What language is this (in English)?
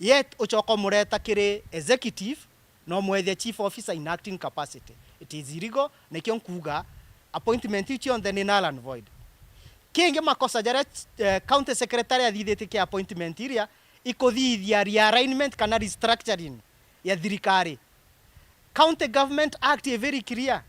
Meru